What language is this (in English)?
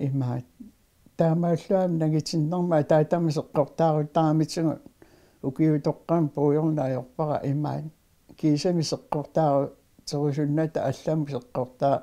Kalaallisut